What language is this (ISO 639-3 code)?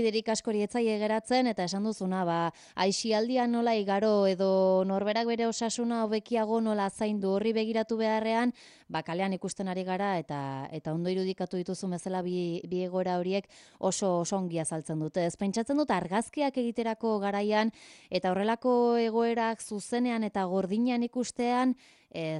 eus